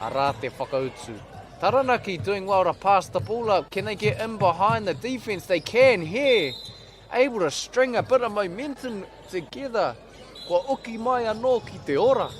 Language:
Māori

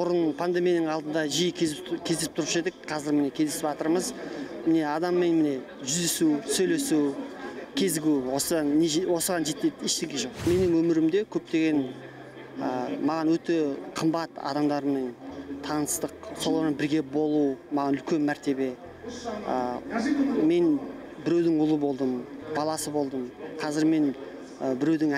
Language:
Kazakh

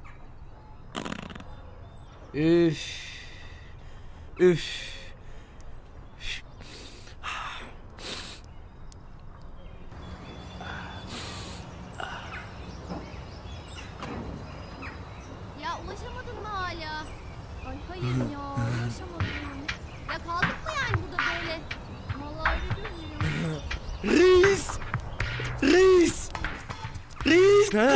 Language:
Turkish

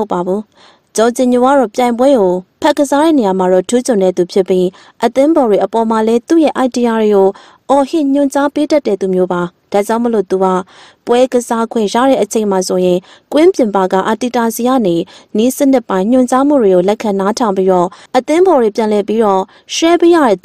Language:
Burmese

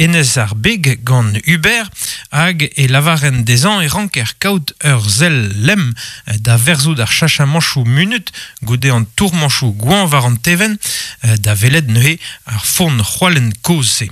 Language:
Breton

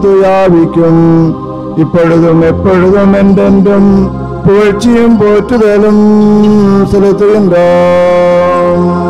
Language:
Tamil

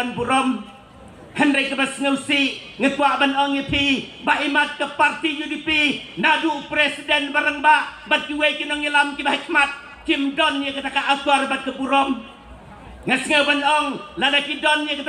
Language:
Khasi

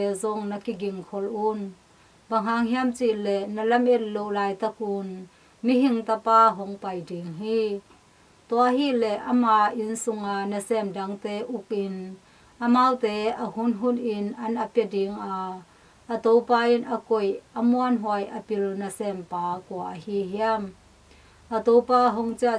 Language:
Tedim Chin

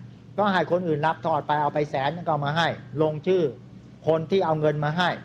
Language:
Thai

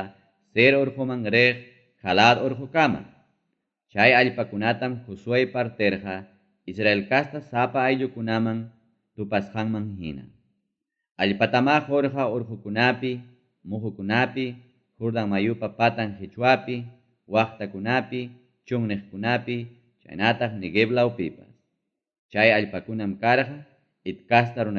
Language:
Ayacucho Quechua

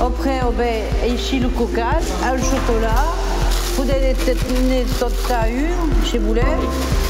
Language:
Occitan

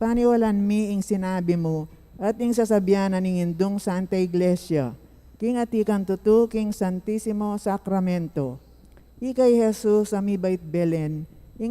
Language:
Pampanga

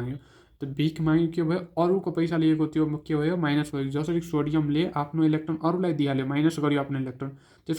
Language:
Nepali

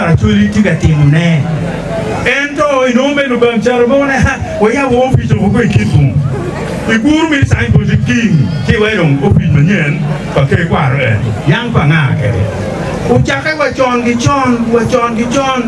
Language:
Acoli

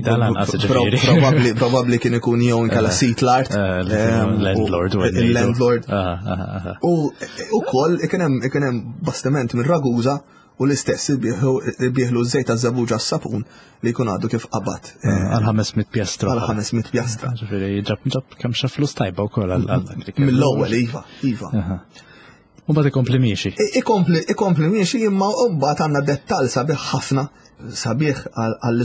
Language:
Maltese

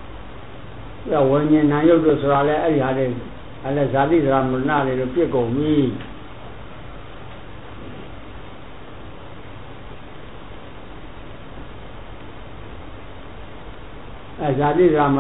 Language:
Burmese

